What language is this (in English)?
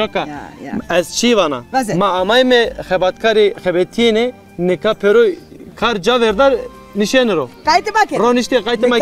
Zaza